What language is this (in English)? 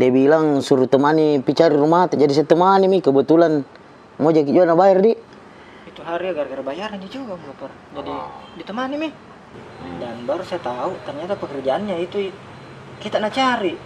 Makassar Malay